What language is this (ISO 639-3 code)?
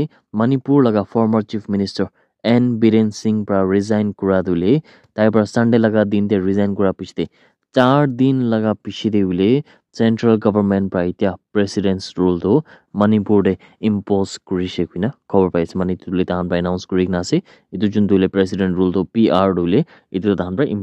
nag